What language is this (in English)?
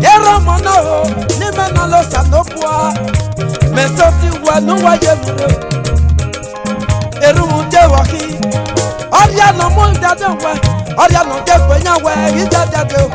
Esan